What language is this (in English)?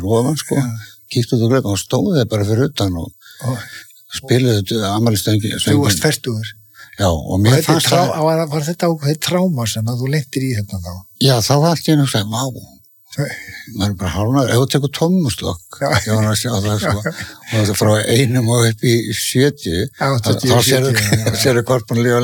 Icelandic